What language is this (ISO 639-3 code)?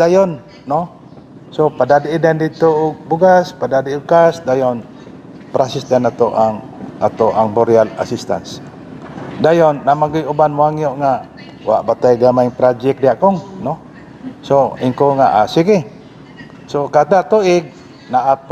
ceb